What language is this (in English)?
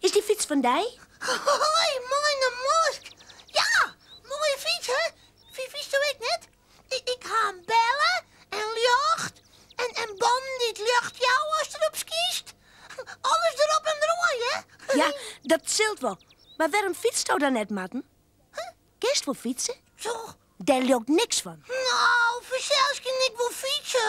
Western Frisian